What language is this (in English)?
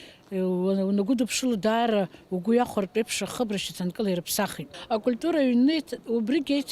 Abkhazian